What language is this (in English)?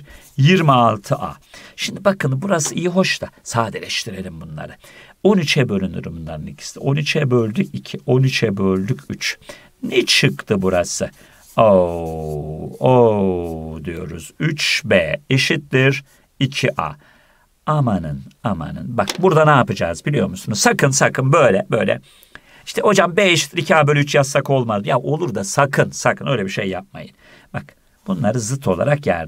Turkish